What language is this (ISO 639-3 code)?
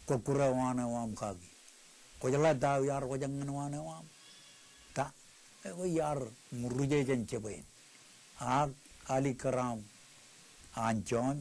mah